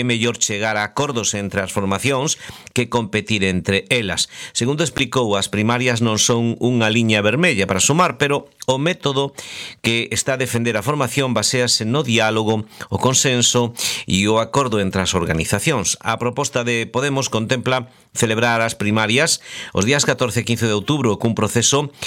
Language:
Galician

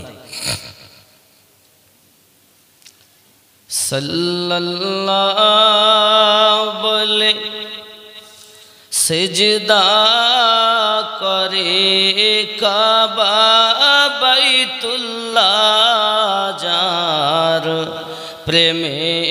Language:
Bangla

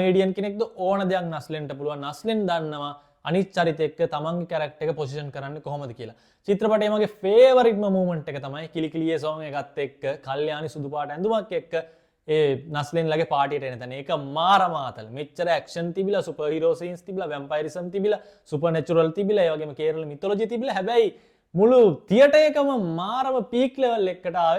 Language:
Sinhala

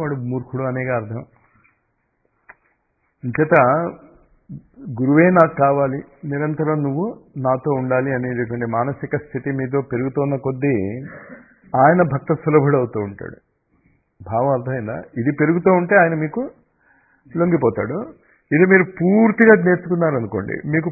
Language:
Telugu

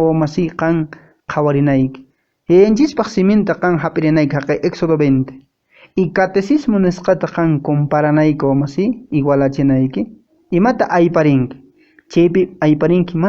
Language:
Quechua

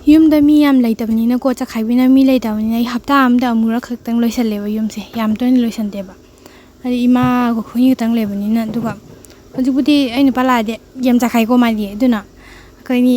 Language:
Manipuri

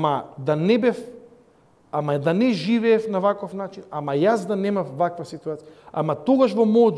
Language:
Macedonian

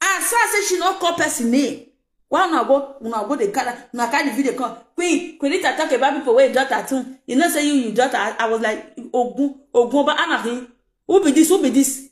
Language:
Nigerian Pidgin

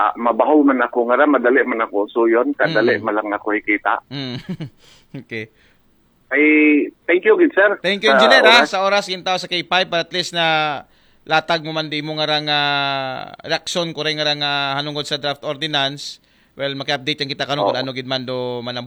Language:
Aklanon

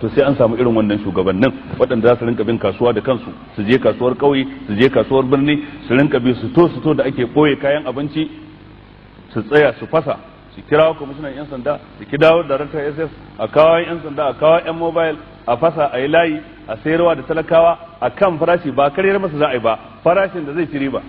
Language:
Hausa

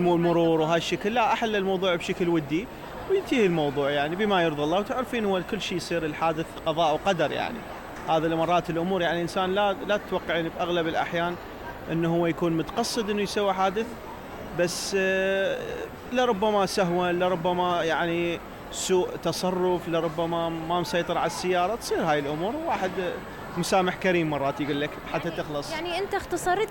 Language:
Mesopotamian Arabic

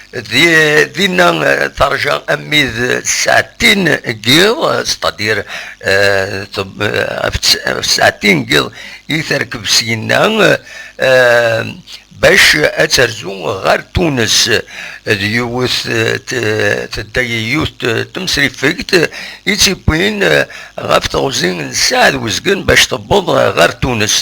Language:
Kabyle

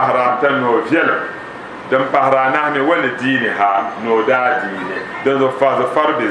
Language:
Dagbani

